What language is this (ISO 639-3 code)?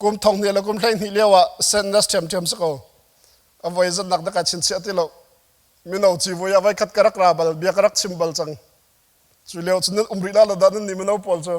cnh